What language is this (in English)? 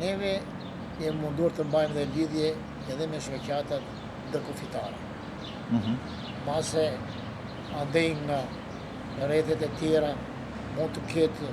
Albanian